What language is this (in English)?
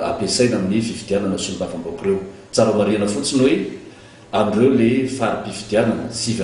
Malagasy